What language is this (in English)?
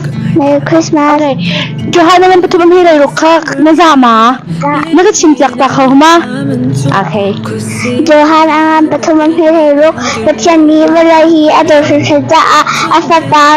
Hakha Chin